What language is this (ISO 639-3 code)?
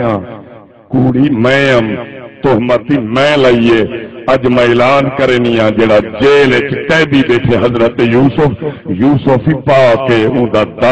skr